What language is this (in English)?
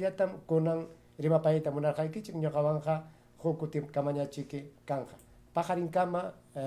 Ayacucho Quechua